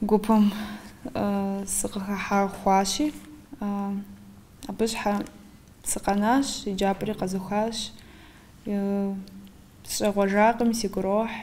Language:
Kabardian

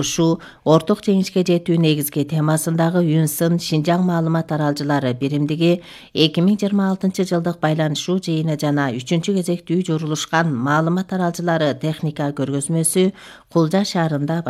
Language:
Kyrgyz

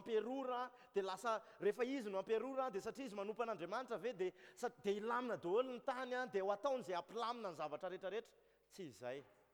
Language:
Malagasy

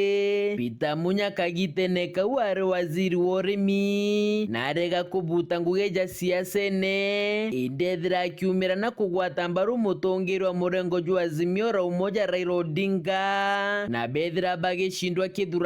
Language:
Meru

